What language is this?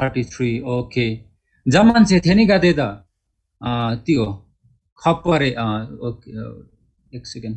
Eastern Tamang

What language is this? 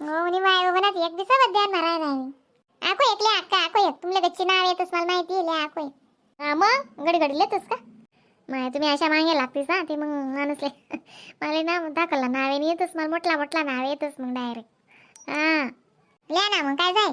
Khandesi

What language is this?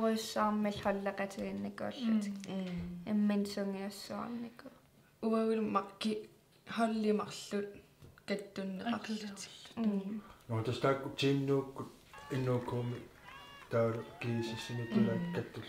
Kalaallisut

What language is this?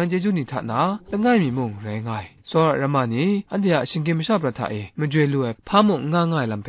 Kachin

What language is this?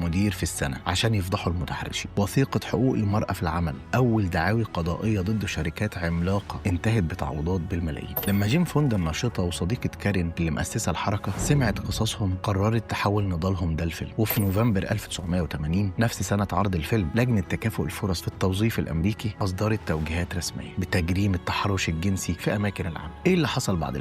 Egyptian Arabic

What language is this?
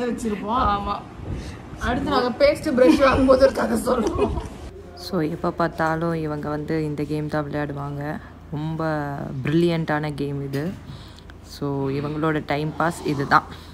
Tamil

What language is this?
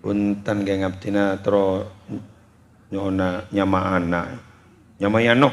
Madurese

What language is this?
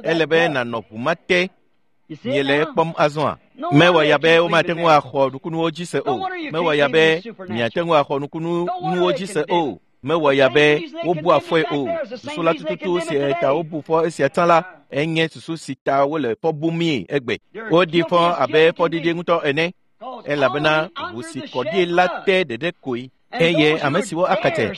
Ewe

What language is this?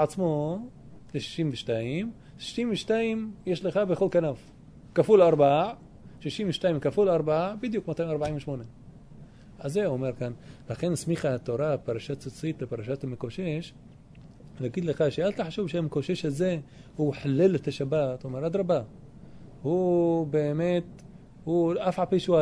Hebrew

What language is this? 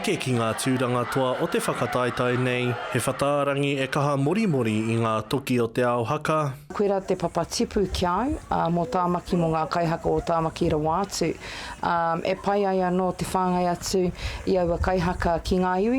Māori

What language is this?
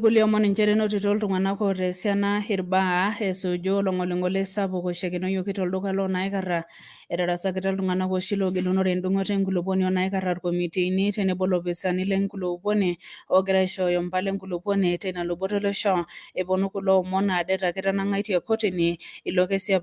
Masai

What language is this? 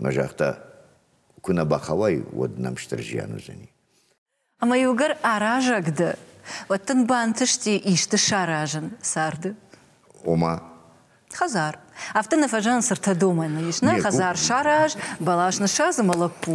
Ossetic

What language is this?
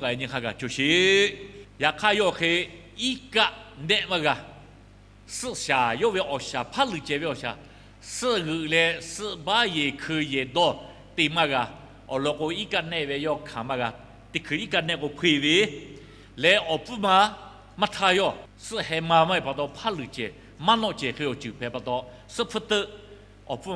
Lahu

